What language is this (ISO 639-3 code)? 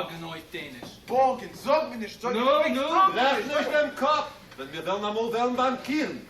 yid